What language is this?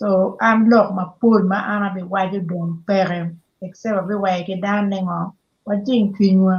Acoli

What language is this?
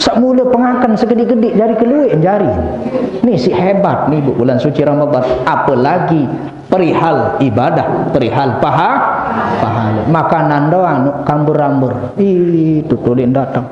Sasak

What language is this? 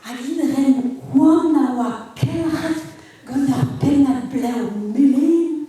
Breton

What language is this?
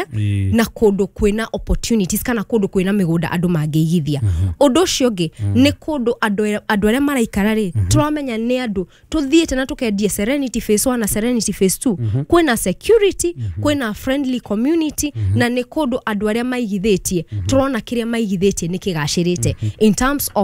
Kikuyu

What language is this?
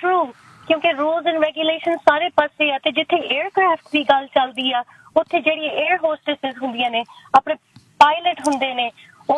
Punjabi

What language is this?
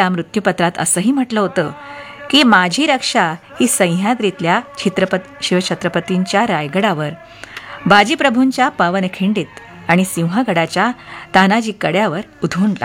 Marathi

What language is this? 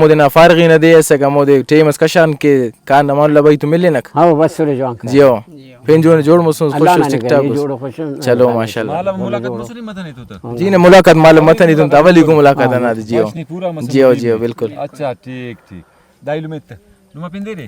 Brahui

